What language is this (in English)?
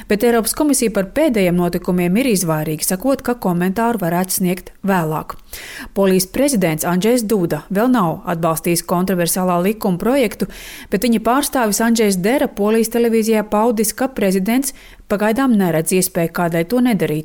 Latvian